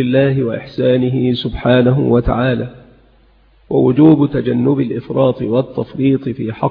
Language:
Arabic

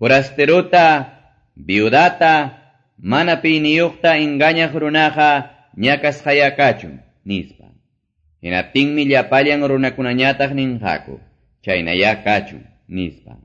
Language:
Quechua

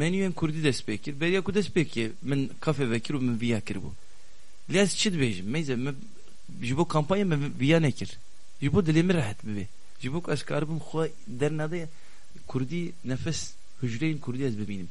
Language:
Kurdish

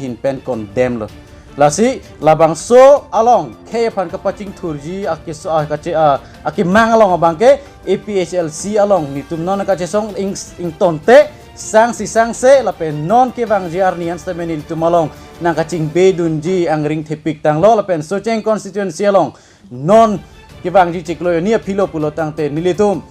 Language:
Karbi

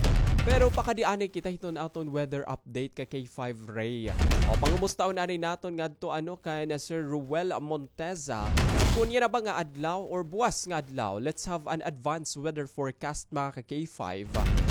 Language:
Waray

